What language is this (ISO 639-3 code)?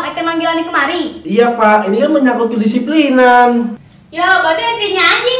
bew